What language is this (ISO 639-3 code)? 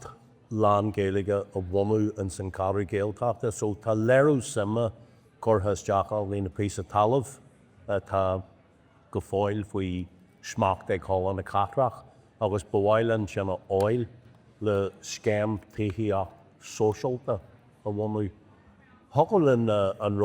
gle